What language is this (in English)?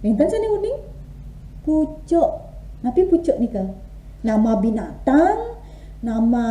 Balinese